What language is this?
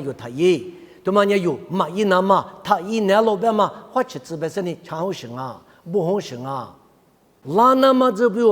Lisu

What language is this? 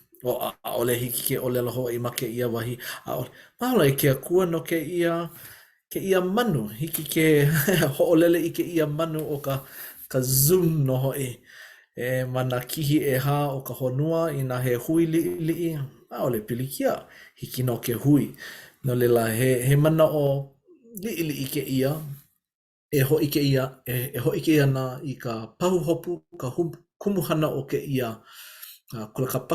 Hawaiian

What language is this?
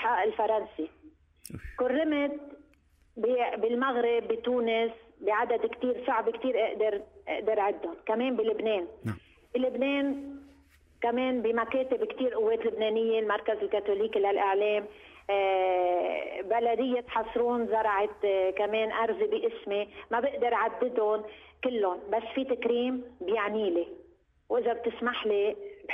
North Levantine Arabic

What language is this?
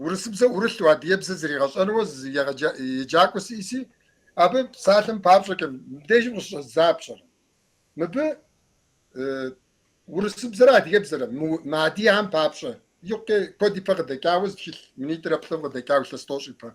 Kabardian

